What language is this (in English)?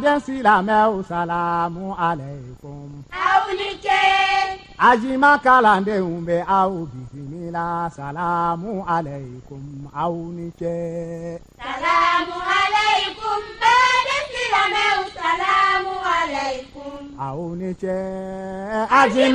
Bambara